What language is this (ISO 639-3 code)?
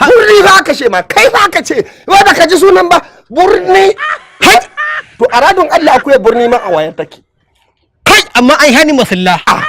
hau